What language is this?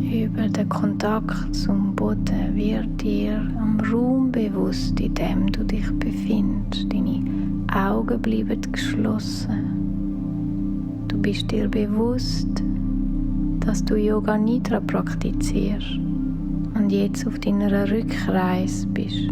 Swiss German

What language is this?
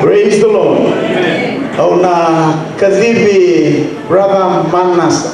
Fijian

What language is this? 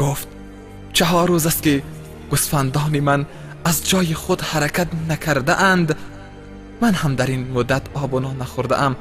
Tajik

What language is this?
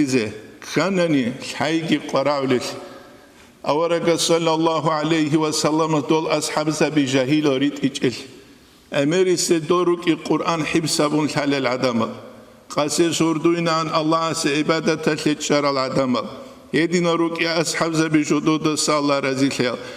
Avaric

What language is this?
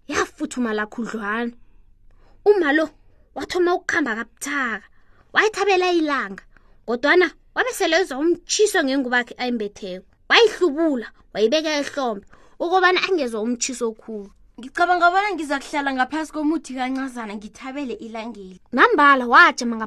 South Ndebele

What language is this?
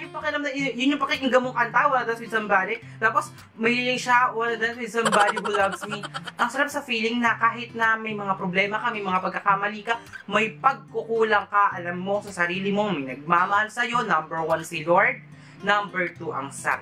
Filipino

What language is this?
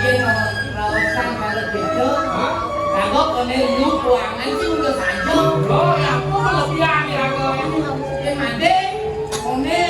Balinese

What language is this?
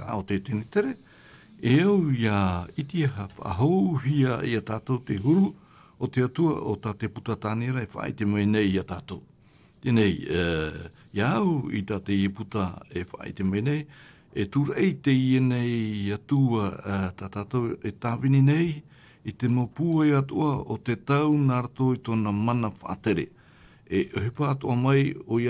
Tahitian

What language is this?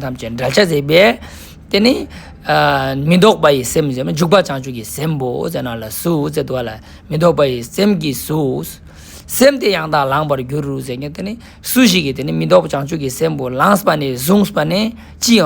Ladakhi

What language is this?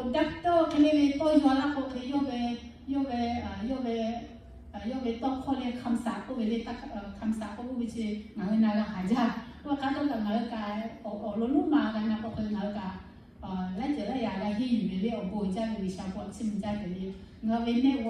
Lahu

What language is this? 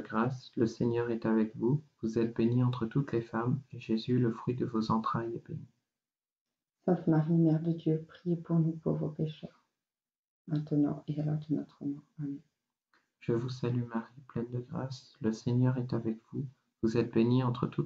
French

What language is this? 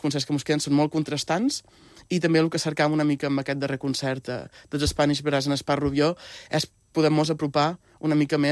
Catalan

